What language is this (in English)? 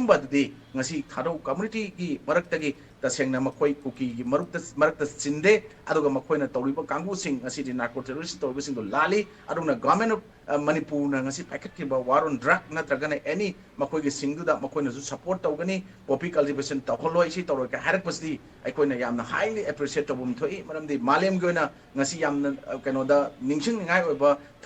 Manipuri